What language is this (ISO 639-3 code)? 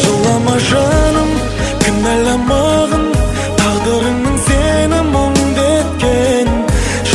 kaz